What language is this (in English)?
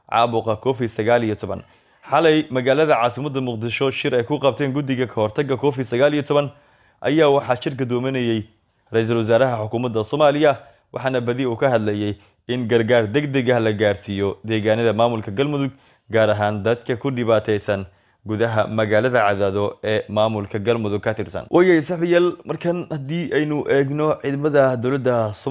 Somali